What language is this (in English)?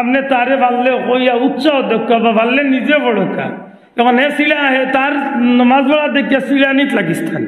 Sylheti